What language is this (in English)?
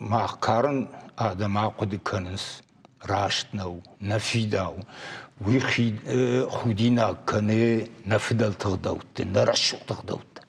Ossetic